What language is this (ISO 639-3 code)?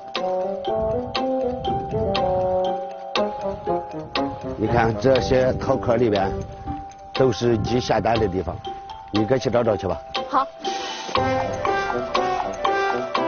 zho